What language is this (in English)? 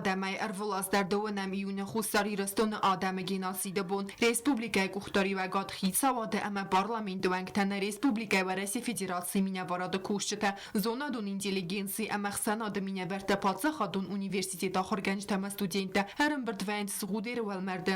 Ossetic